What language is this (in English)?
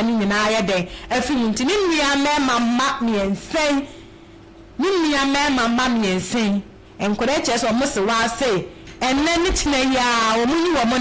Akan